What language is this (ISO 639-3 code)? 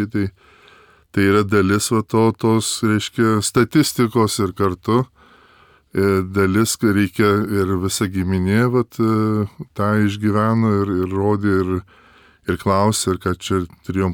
lit